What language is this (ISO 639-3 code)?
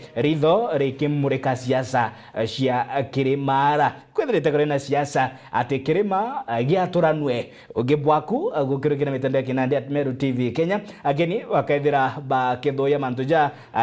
mer